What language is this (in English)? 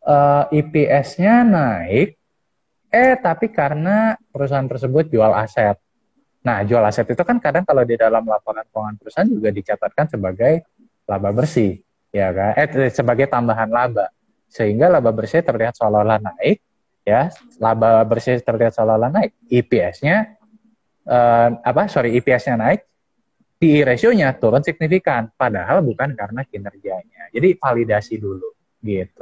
Indonesian